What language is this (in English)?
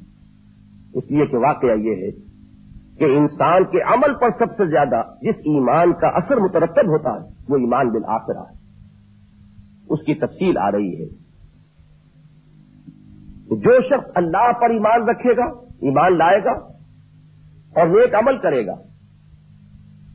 Urdu